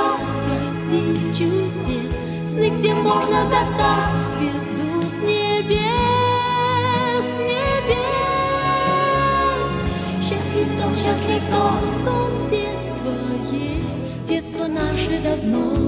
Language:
Russian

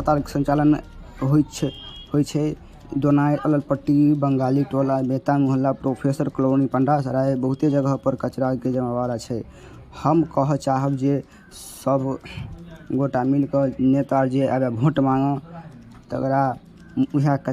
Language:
Maithili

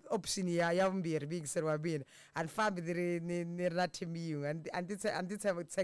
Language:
Tsonga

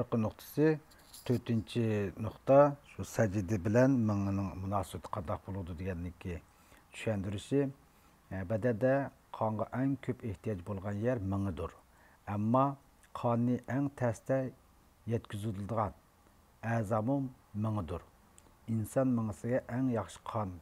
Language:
Uyghur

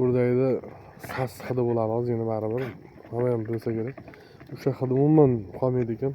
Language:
Uzbek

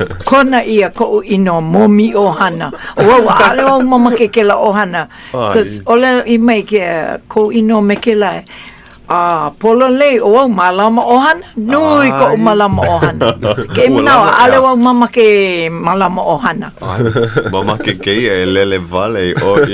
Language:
Hawaiian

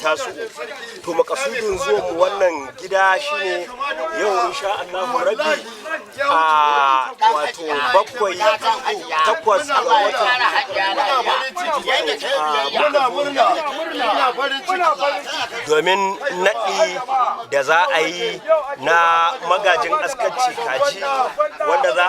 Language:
Hausa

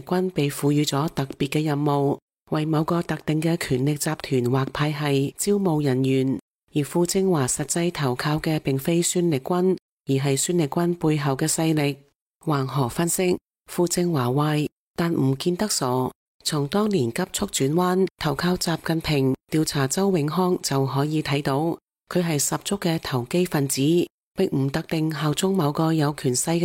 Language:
Cantonese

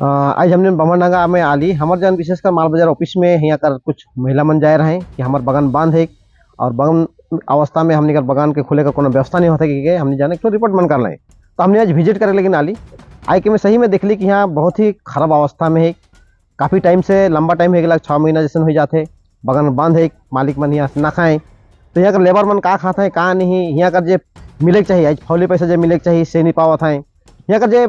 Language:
Sadri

